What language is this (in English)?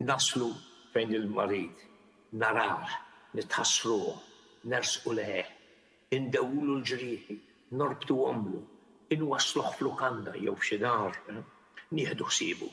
Maltese